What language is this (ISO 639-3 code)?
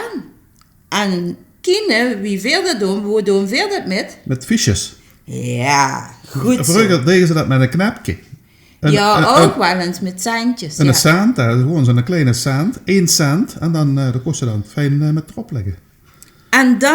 lim